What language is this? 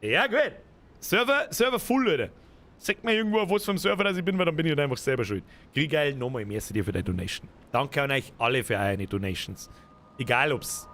Bavarian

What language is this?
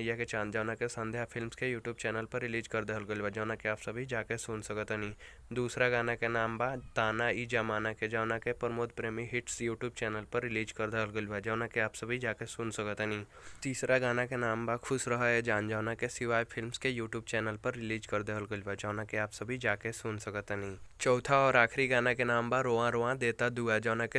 Bhojpuri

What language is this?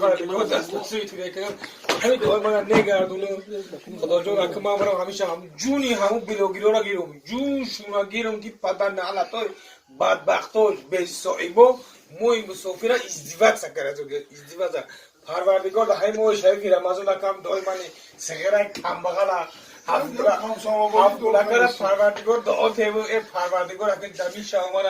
Tajik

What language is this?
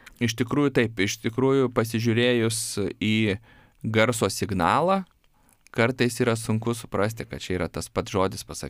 Lithuanian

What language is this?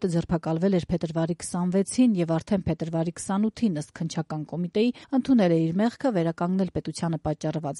Armenian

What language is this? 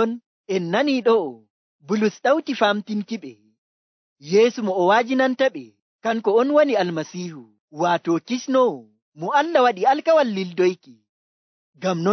Nigerian Fulfulde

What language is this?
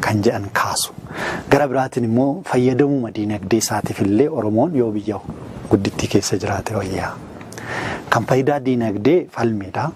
Oromo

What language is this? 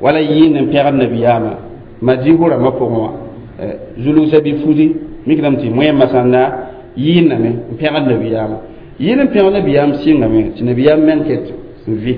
Mossi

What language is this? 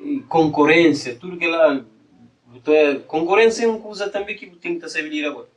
Kabuverdianu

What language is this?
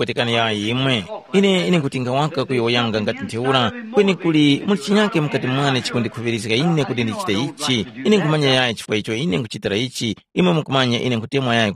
Tumbuka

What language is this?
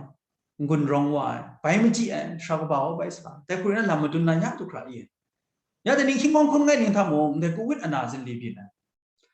Kachin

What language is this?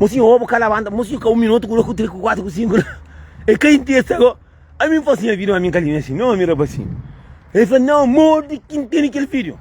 Kabuverdianu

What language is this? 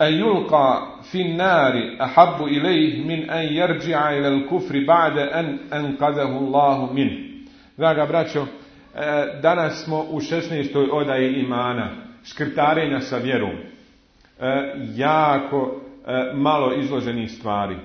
Bosnian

